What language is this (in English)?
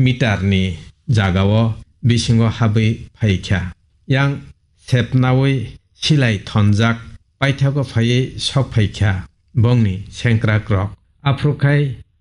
Kok Borok